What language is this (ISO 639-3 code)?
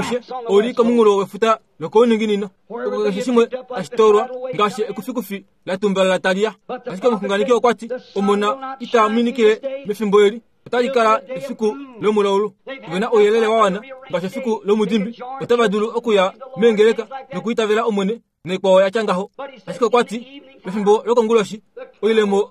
kua